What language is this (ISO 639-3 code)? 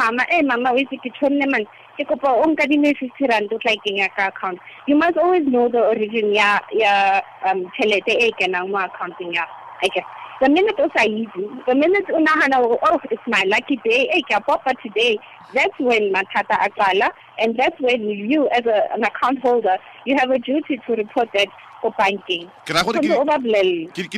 tsn